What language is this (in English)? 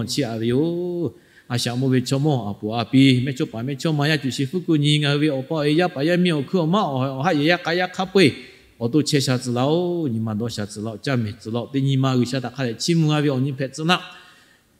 Lahu